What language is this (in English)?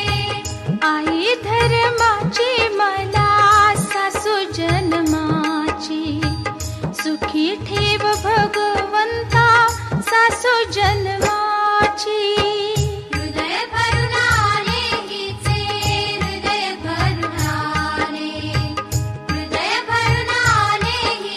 Marathi